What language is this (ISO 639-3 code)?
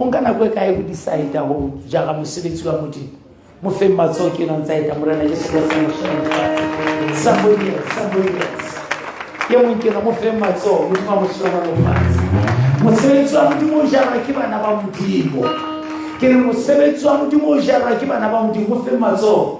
sot